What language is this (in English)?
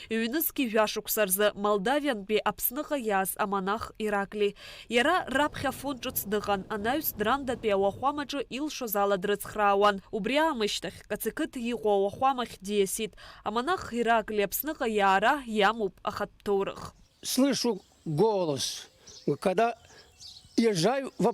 Abkhazian